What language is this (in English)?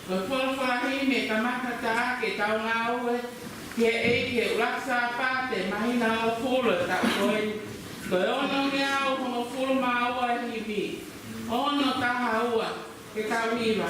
Tongan